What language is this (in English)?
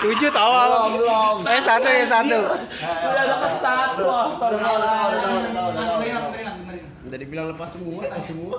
Betawi